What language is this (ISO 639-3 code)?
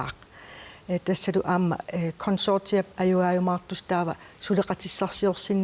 kal